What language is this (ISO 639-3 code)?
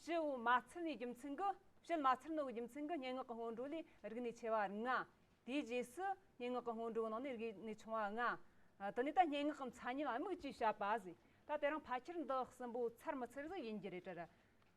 adx